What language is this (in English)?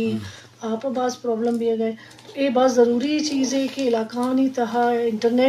Eastern Balochi